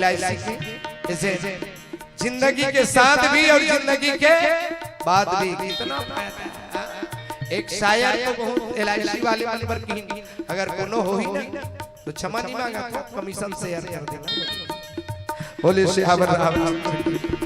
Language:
Chhattisgarhi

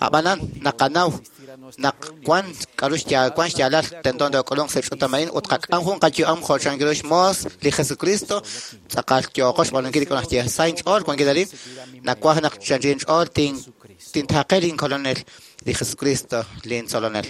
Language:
Kekchí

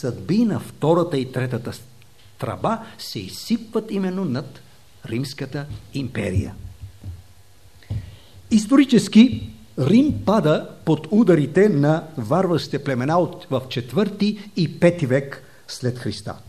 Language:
Bulgarian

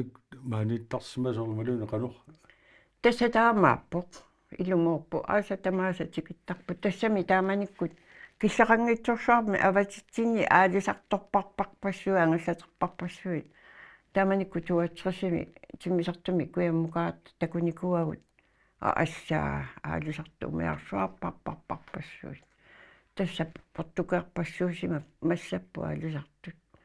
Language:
Kalaallisut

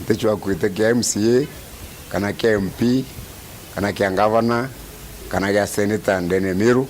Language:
Meru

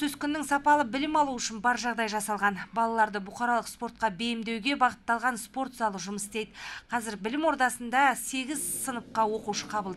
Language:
Kazakh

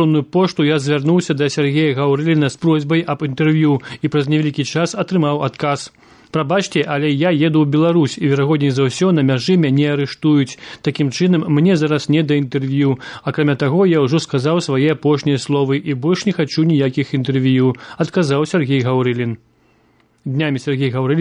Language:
Belarusian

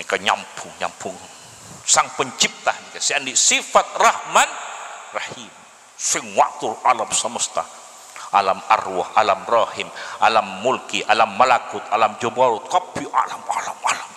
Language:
Madurese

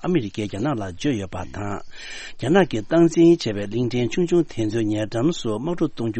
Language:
Tibetan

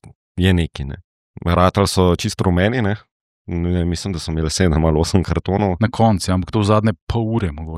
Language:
Slovenian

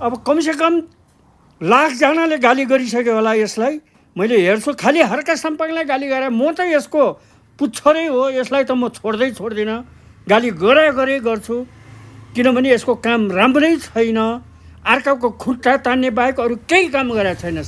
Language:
Nepali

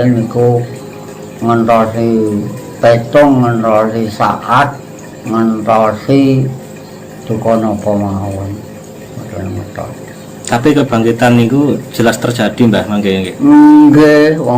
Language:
Javanese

